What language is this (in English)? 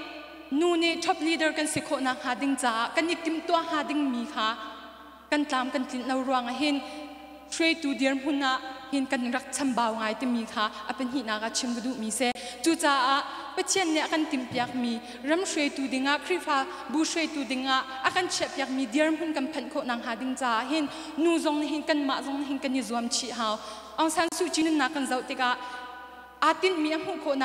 Hakha Chin